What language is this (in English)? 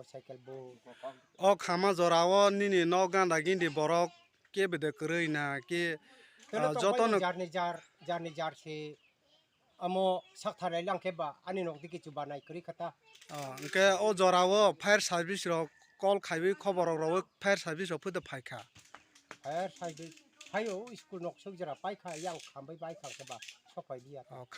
Kok Borok